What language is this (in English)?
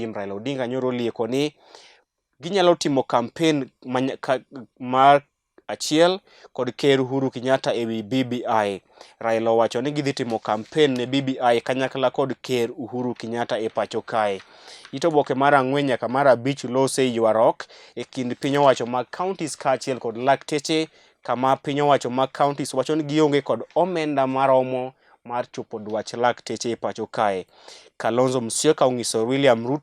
Luo (Kenya and Tanzania)